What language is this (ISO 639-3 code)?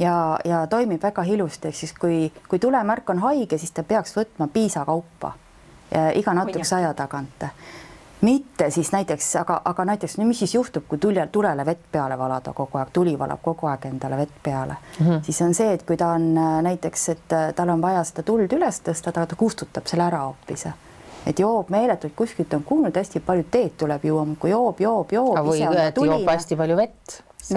est